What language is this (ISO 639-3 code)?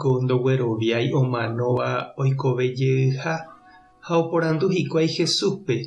grn